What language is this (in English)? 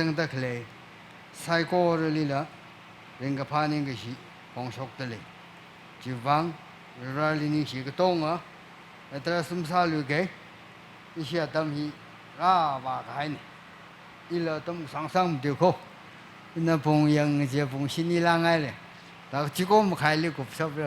Tangkhul Naga (India)